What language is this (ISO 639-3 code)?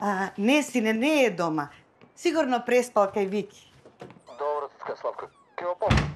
mkd